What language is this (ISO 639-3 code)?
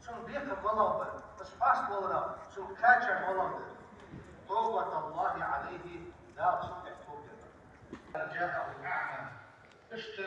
inh